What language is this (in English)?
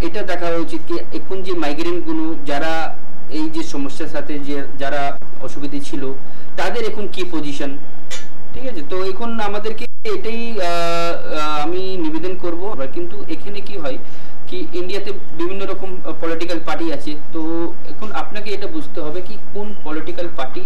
Bangla